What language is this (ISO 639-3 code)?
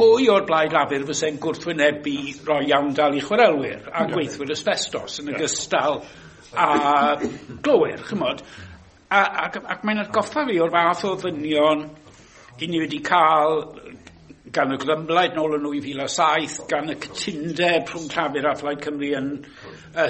cym